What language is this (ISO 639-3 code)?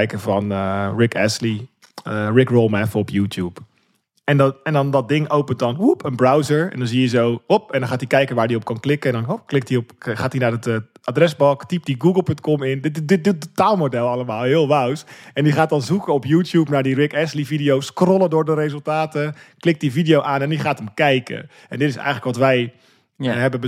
nld